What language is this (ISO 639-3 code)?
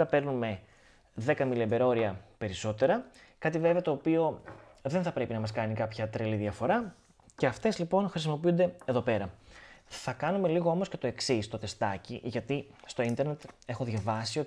ell